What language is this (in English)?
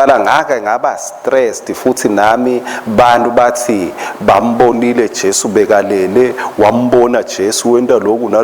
Swati